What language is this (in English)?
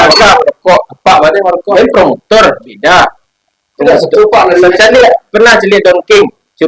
Minangkabau